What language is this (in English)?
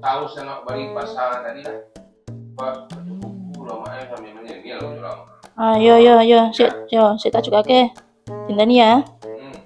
Minangkabau